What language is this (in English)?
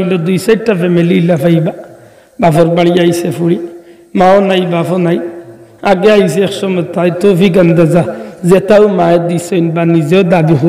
Sylheti